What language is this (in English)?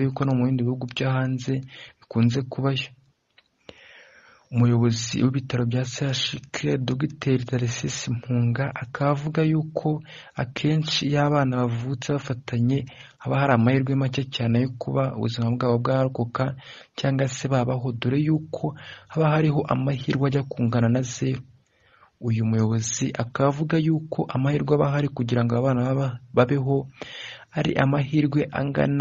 Kinyarwanda